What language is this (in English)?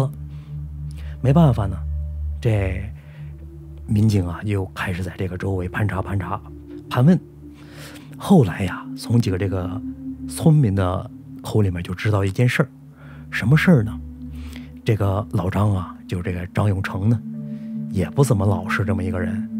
Chinese